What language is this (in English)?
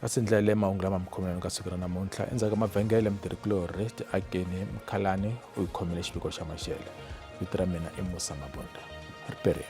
Tsonga